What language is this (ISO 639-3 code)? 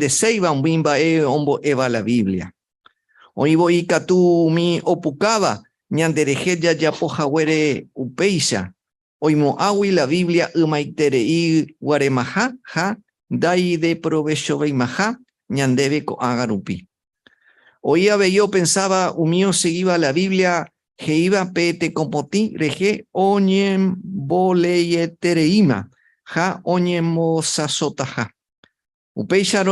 grn